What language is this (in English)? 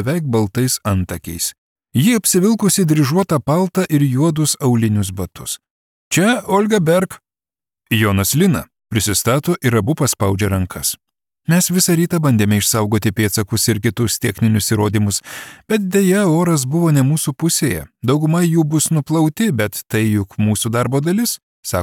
Lithuanian